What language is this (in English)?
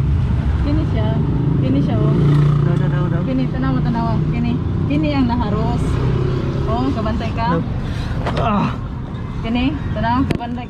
Cebuano